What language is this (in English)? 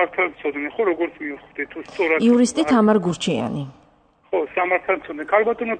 Georgian